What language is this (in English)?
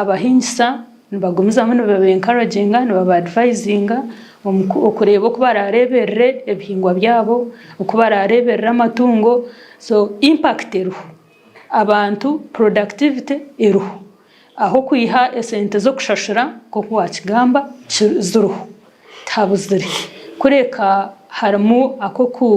Nyankole